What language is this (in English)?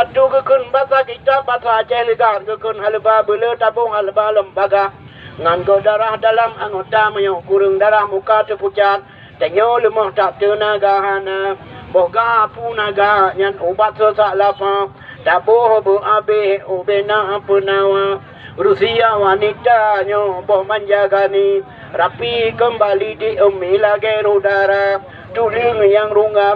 Achinese